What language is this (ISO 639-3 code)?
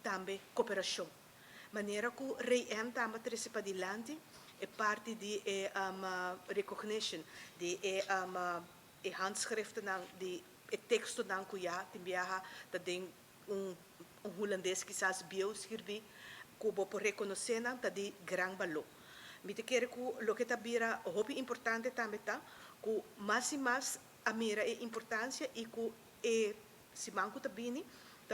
pap